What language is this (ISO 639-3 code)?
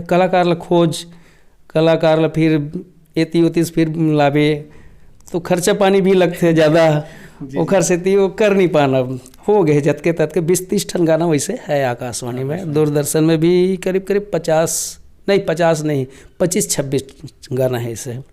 hne